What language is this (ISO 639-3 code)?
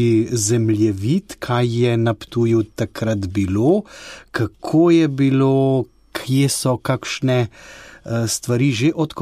slv